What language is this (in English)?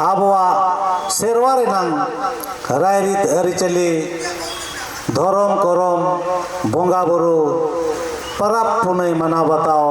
Santali